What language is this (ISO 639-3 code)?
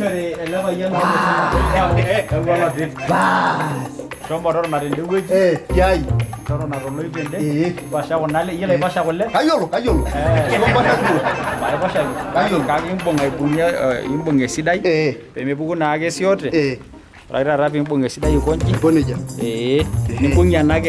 mas